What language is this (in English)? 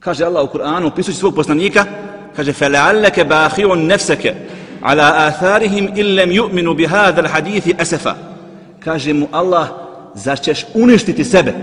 Bosnian